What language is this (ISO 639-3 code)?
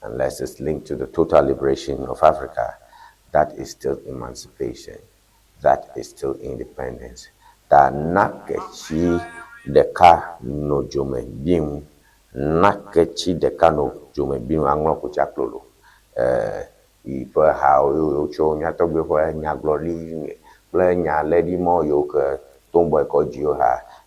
ewe